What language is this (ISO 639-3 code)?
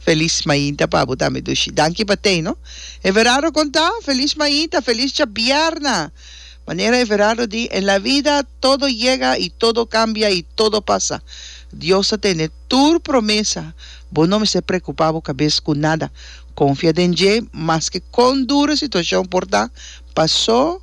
pap